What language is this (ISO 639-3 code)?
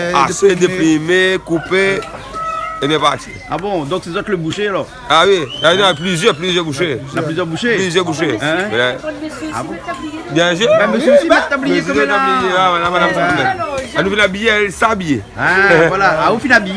rcf